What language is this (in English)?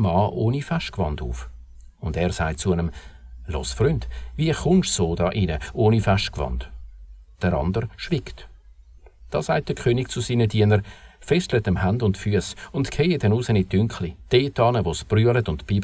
Swiss German